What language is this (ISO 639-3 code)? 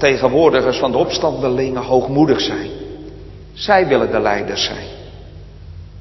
nld